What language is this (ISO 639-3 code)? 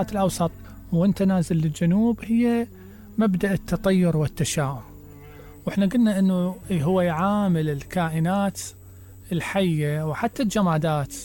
acm